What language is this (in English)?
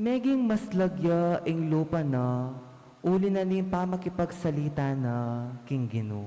Pampanga